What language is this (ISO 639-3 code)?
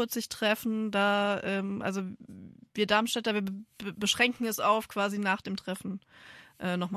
deu